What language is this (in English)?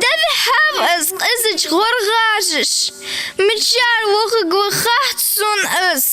Ingush